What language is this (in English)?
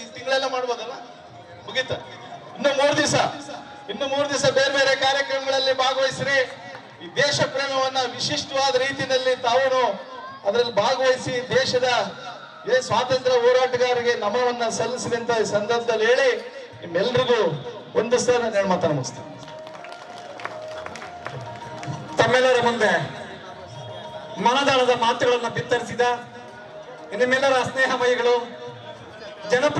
Kannada